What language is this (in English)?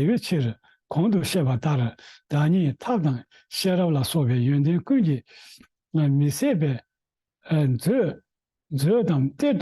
Tibetan